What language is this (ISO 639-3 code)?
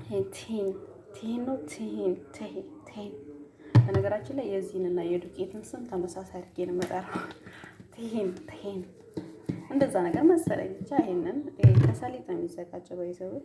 amh